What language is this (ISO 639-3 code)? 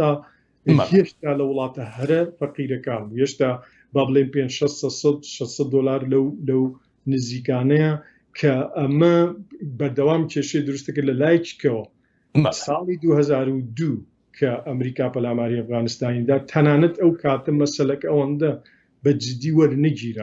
ckb